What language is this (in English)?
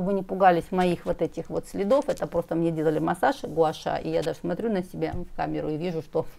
Russian